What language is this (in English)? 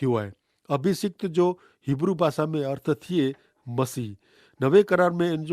Kachhi